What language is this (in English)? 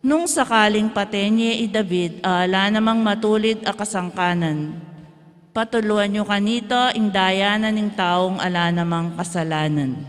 Pampanga